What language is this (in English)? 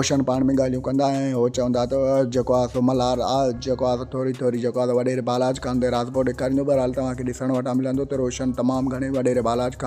Sindhi